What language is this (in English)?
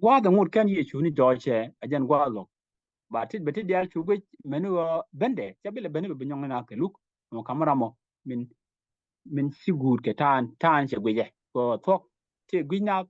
Nuer